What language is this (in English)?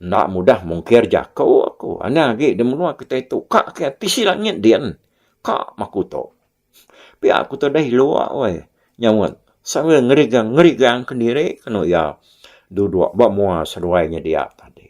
Iban